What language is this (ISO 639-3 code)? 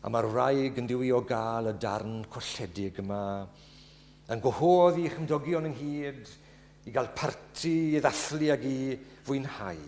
cym